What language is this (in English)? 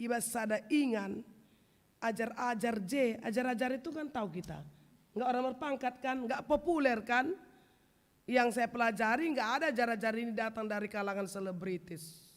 Batak Karo